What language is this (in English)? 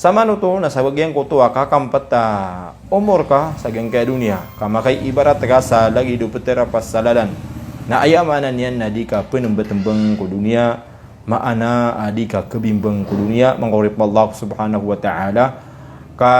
Maranao